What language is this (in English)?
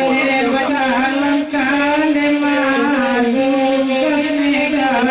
Minangkabau